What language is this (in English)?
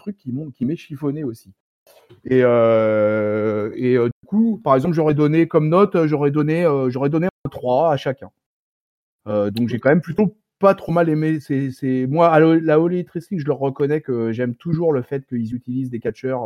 French